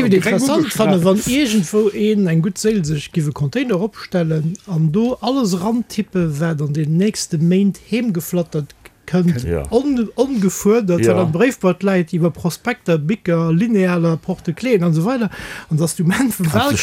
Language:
Luxembourgish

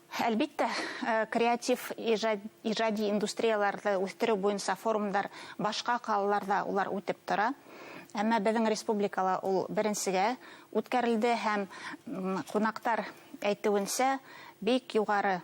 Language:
Bashkir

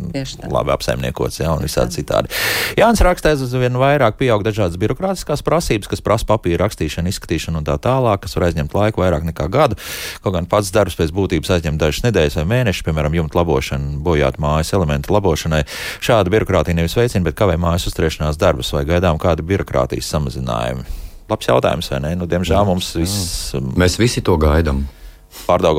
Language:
Latvian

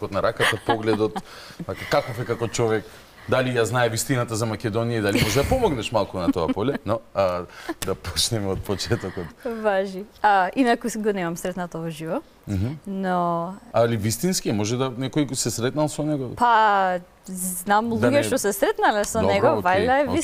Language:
Macedonian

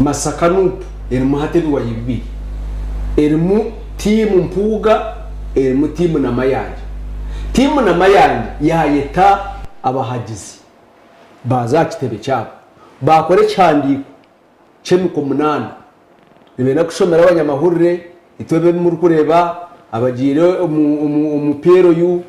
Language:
Nyankole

